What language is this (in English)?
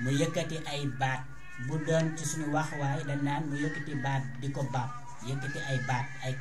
Wolof